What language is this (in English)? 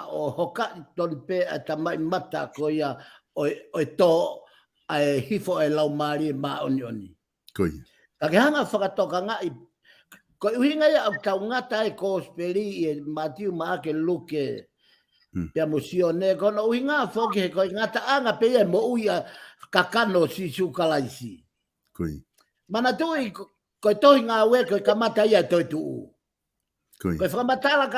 Tongan